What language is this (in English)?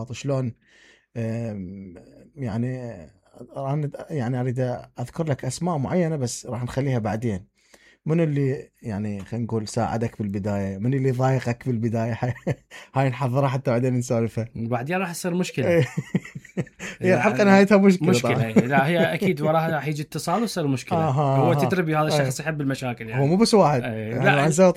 Mesopotamian Arabic